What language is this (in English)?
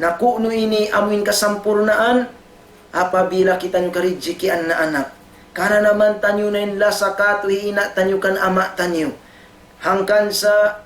Tausug